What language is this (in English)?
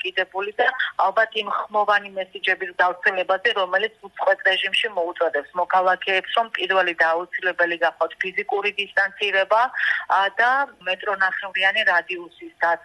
Georgian